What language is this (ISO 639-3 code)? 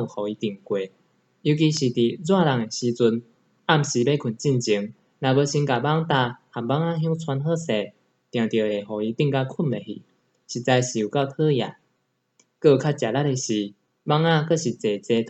nan